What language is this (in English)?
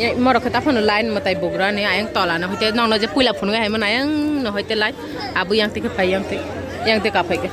Kok Borok